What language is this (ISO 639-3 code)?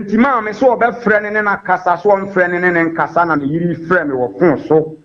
aka